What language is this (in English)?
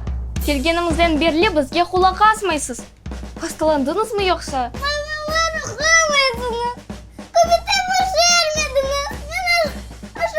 Crimean Tatar